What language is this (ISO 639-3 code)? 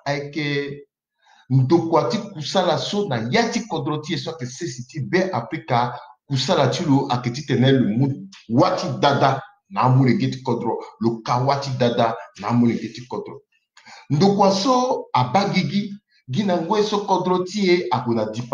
sag